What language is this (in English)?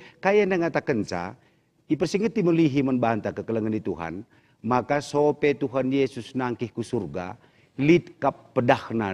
Batak Karo